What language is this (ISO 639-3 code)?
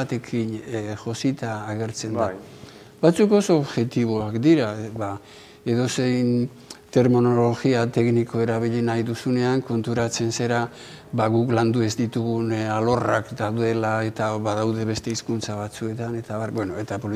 eus